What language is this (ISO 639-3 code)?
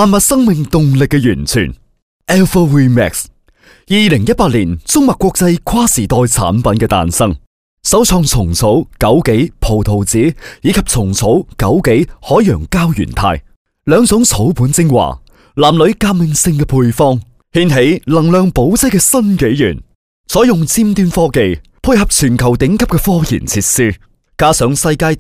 yue